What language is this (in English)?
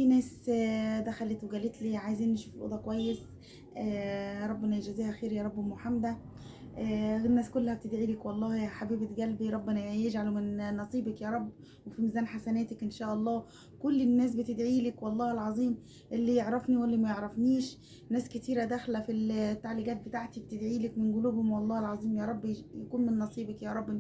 Egyptian Arabic